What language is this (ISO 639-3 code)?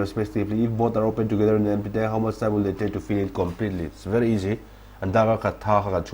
lus